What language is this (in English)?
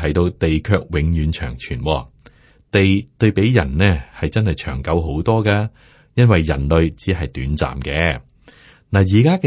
Cantonese